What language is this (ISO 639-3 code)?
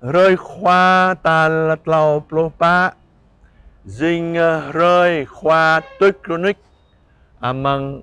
jra